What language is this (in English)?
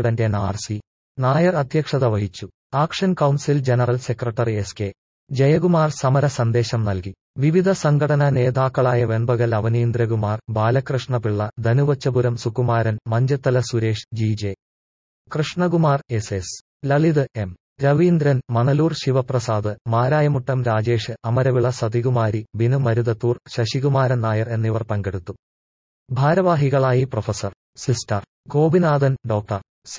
Malayalam